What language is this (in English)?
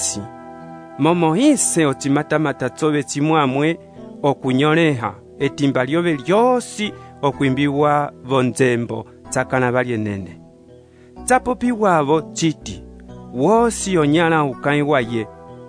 Umbundu